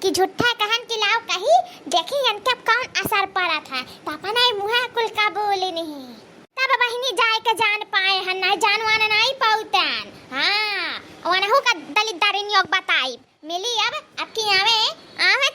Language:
Awadhi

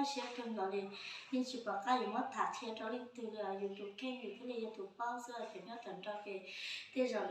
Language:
Hmong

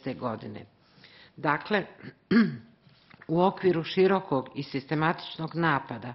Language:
Bosnian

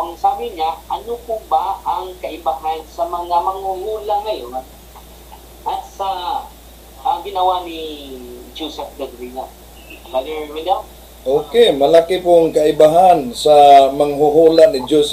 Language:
Filipino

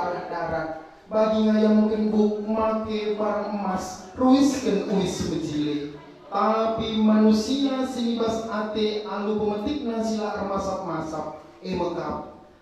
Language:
Batak Karo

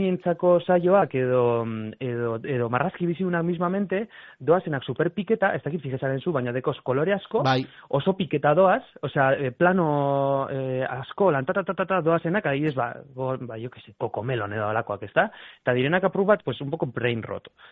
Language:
Basque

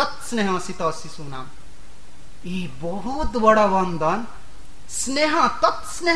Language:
Odia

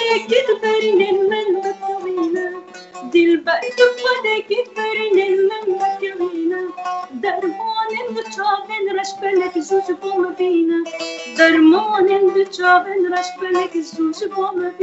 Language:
Kurdish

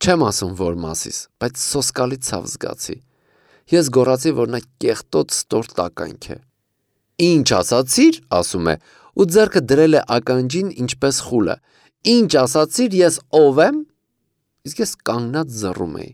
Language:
Armenian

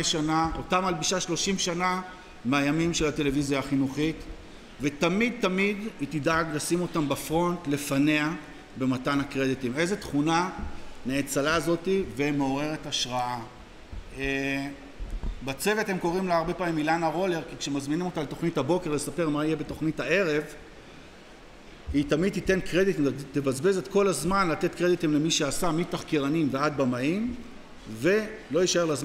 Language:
Hebrew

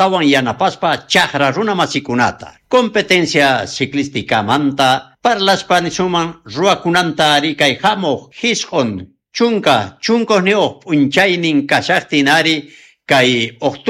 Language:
South Bolivian Quechua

